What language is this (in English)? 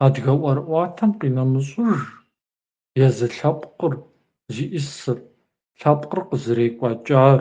Kabardian